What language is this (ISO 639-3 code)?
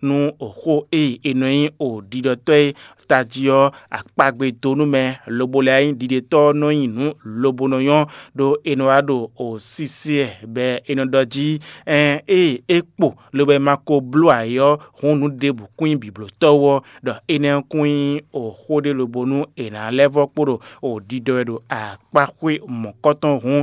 fon